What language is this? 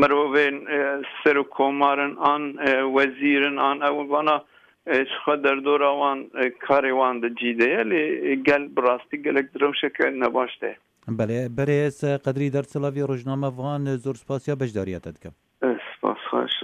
Kurdish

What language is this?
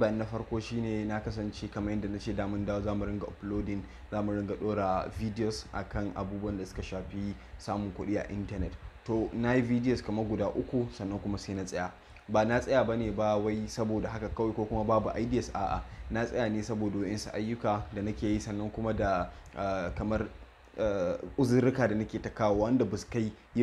Hausa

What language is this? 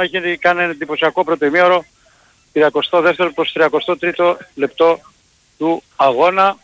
Greek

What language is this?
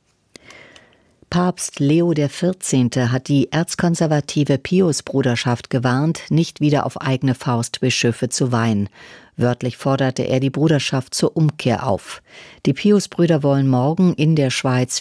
German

